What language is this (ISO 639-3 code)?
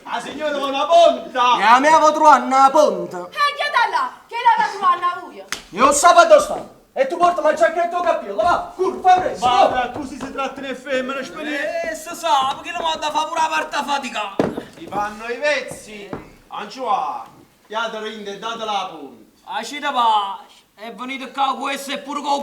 nap